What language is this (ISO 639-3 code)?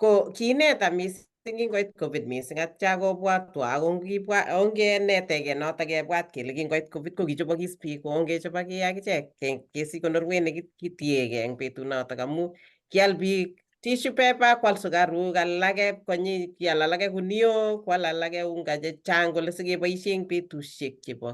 kln